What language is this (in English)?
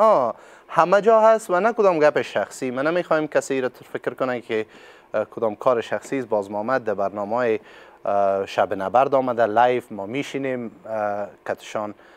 Persian